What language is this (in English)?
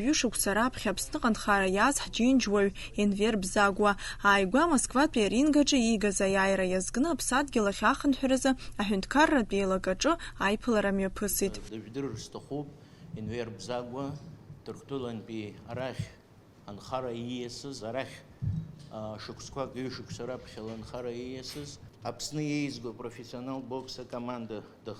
Abkhazian